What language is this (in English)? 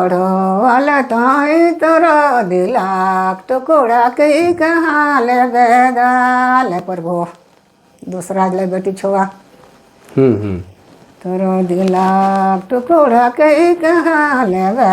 Sadri